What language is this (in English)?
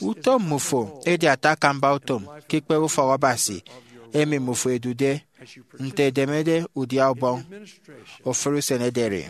Efik